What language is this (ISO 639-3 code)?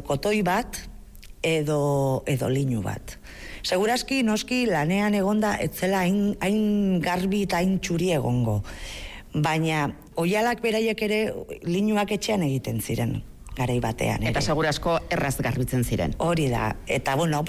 eus